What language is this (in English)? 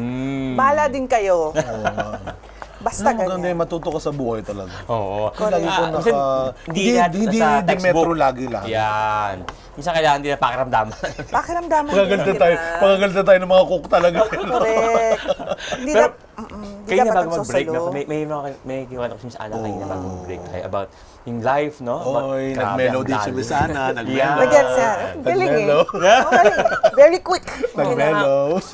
Filipino